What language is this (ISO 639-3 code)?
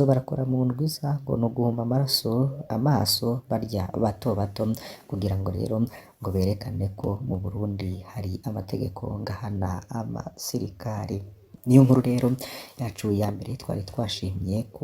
run